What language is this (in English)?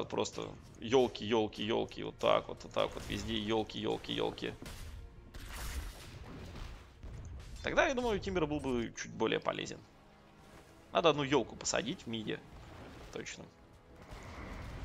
Russian